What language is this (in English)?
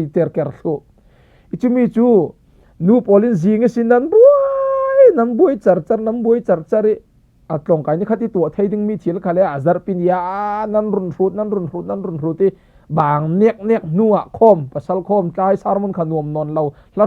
Falam Chin